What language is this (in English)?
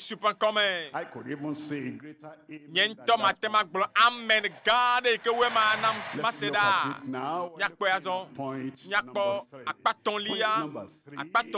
Ewe